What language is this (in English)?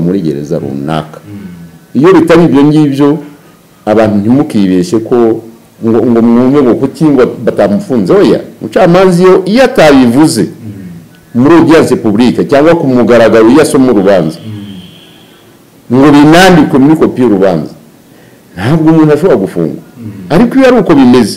Kinyarwanda